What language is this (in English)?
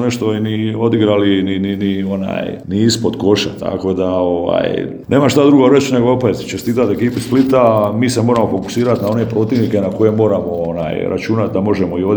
Serbian